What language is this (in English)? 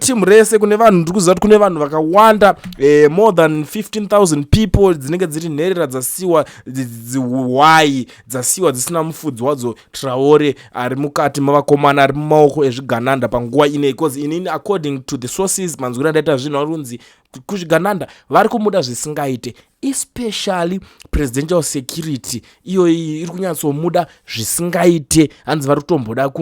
Shona